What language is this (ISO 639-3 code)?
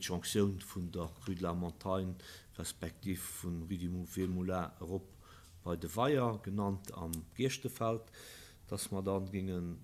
ltz